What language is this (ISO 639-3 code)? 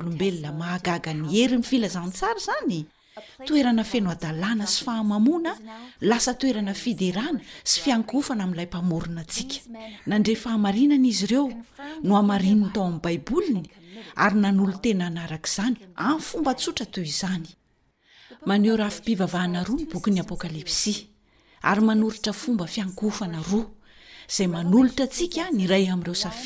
mlg